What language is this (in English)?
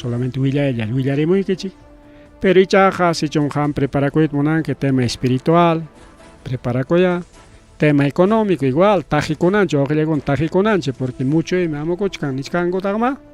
Ayacucho Quechua